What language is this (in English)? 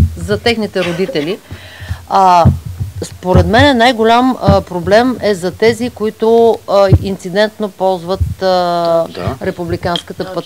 Bulgarian